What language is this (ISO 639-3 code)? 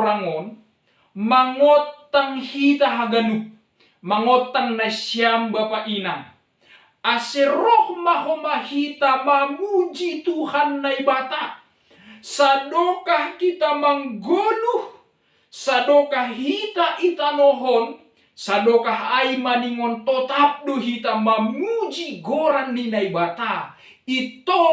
bts